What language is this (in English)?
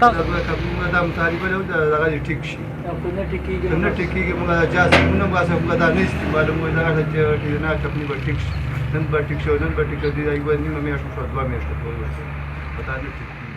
Pashto